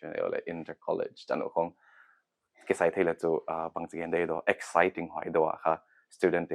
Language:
Paite Chin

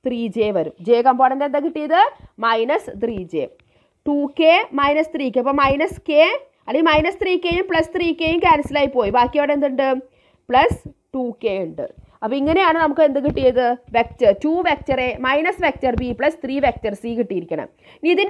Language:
Malayalam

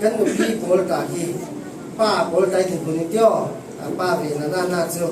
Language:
Falam Chin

